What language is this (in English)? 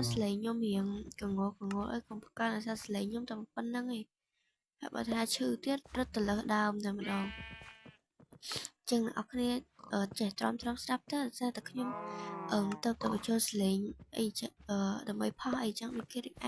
Khmer